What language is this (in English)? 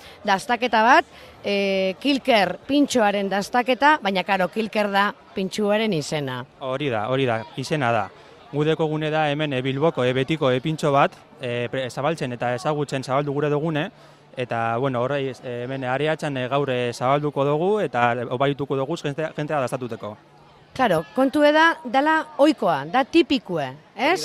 Basque